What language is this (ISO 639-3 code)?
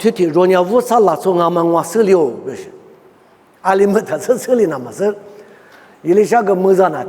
lis